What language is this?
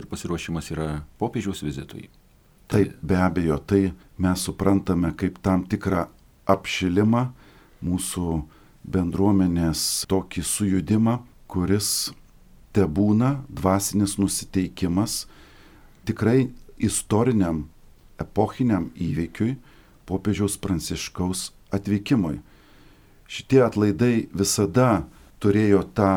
Lithuanian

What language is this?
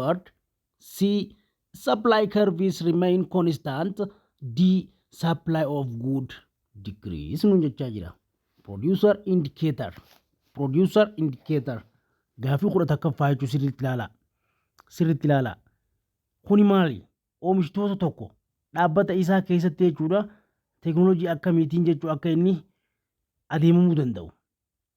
Oromo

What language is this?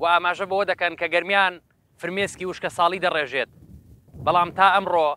Central Kurdish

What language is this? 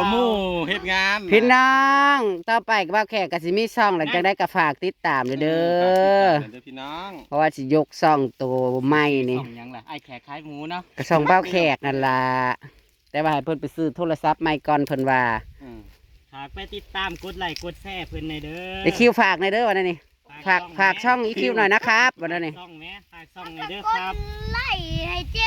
Northeastern Thai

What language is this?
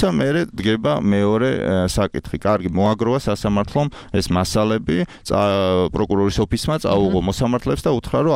Georgian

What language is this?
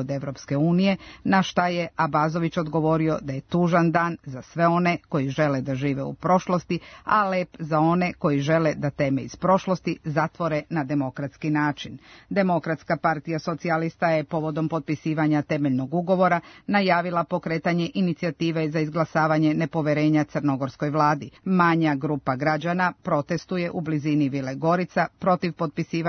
Serbian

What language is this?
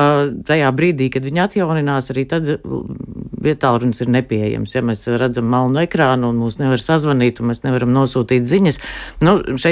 Latvian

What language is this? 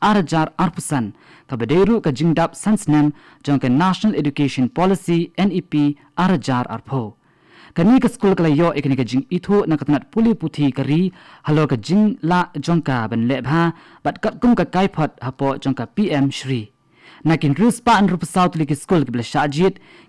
Khasi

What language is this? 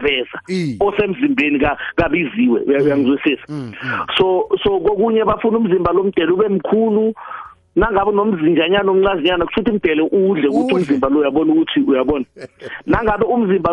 South Ndebele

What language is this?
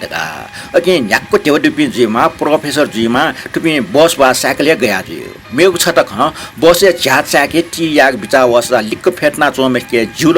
Newari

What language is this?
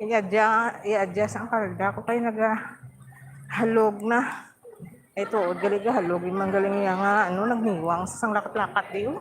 Hiligaynon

